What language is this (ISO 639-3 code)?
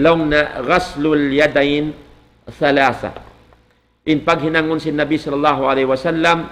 tsg